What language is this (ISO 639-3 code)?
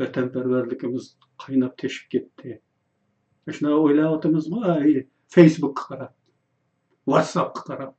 uig